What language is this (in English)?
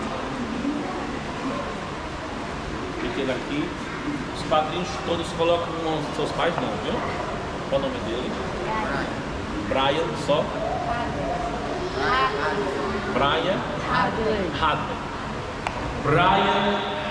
Portuguese